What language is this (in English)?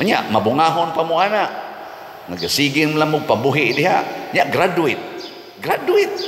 Cebuano